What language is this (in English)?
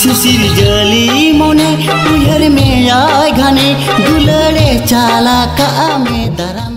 Santali